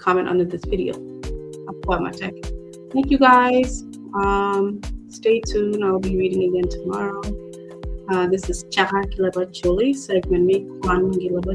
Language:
Acoli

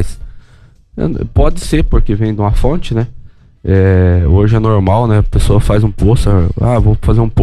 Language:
Portuguese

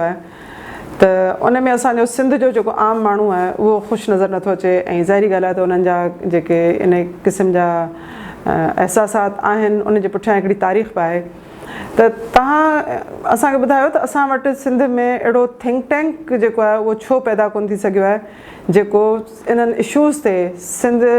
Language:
Sindhi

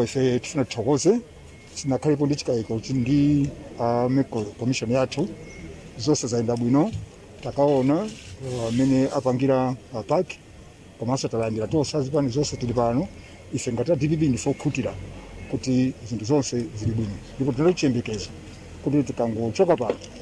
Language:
Nyanja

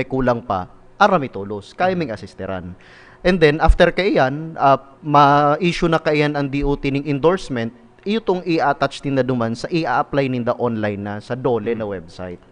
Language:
Bikol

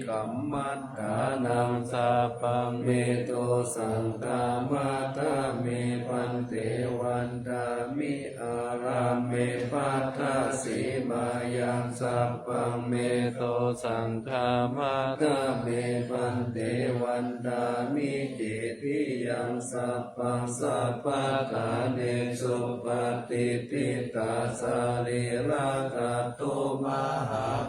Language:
Pali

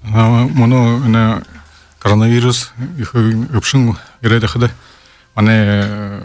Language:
Buriat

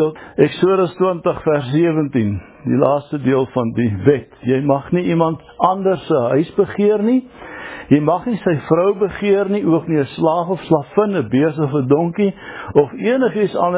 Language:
Afrikaans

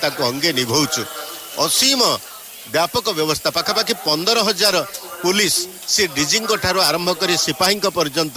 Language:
Odia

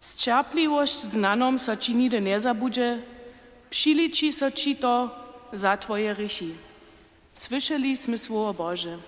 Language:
Upper Sorbian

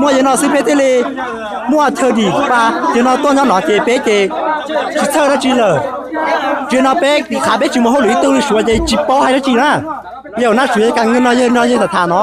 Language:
Hmong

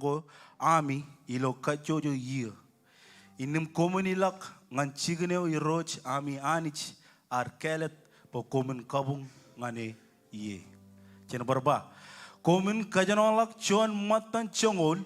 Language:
Marshallese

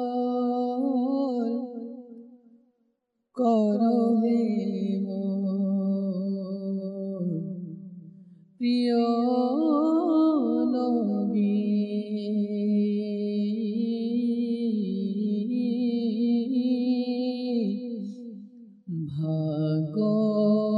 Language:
Bangla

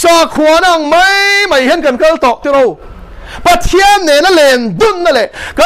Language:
Mizo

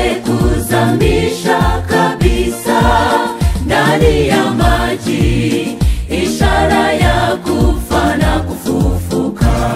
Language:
Swahili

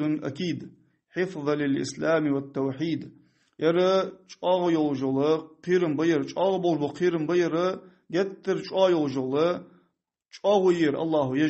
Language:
Ingush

